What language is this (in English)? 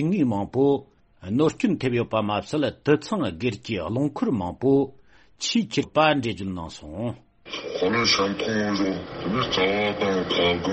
Tibetan